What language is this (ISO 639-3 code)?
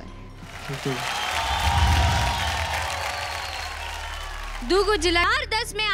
bho